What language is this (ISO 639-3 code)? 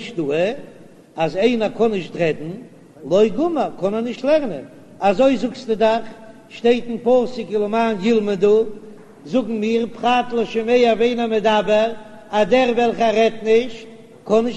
yid